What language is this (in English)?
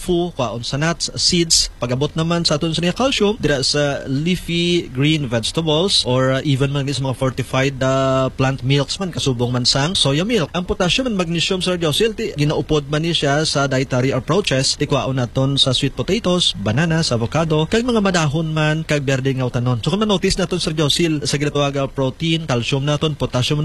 Hiligaynon